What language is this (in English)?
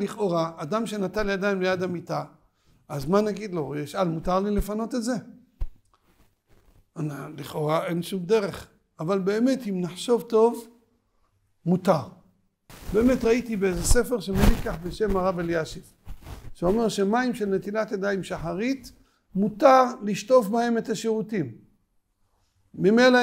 Hebrew